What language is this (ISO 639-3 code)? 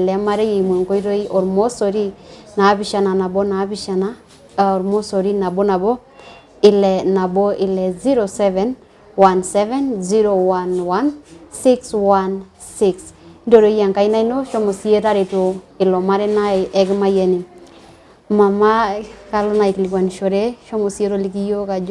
mas